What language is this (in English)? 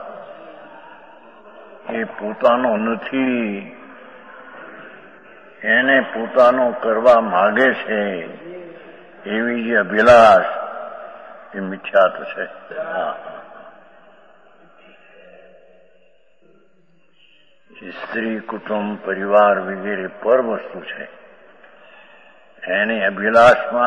Gujarati